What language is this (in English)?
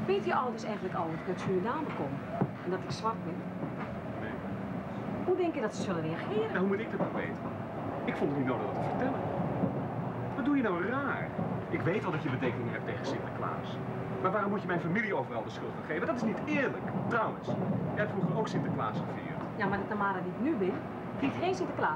Dutch